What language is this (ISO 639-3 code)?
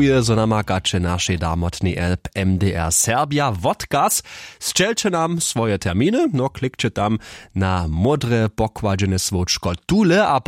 hsb